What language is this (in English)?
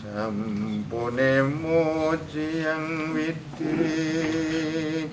Javanese